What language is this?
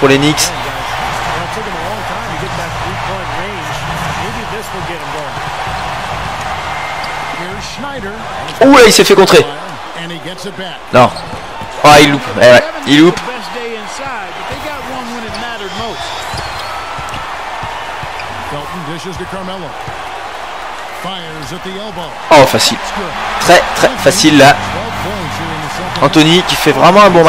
French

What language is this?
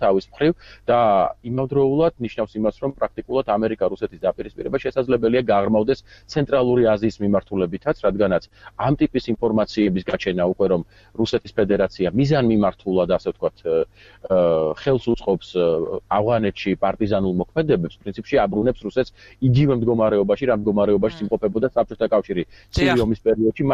Georgian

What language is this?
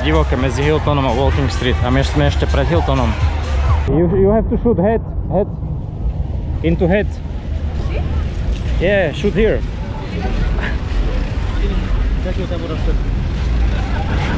Slovak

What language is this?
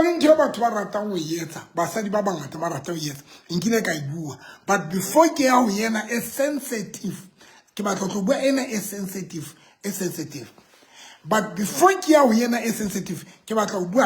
Southern Sotho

